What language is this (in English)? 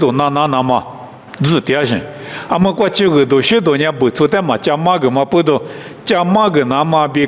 Lisu